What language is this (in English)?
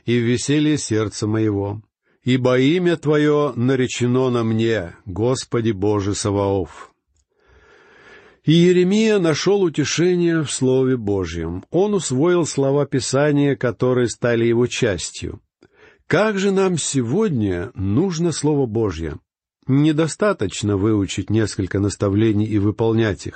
Russian